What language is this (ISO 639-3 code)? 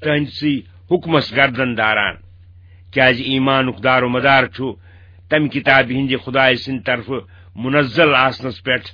kas